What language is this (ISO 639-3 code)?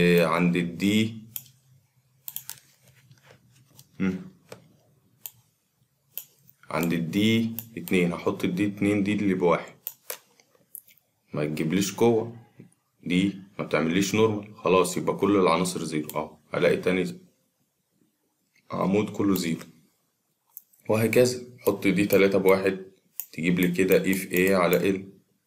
arz